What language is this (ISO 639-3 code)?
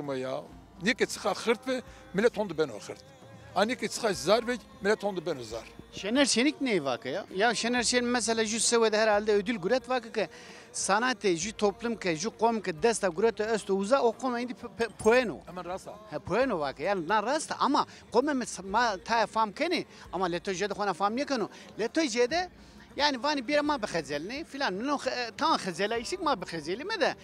zza